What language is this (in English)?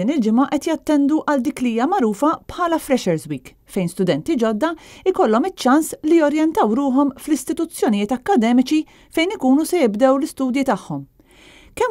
Maltese